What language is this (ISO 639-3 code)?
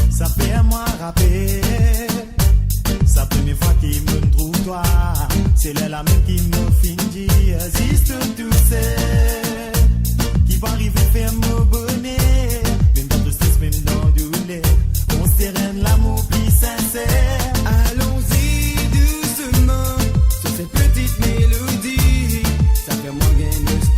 mfe